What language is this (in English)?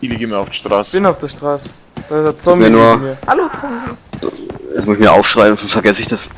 Bavarian